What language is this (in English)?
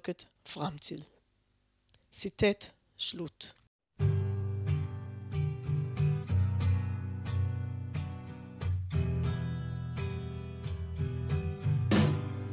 Danish